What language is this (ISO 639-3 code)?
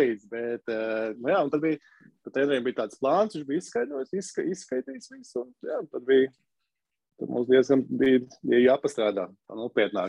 lav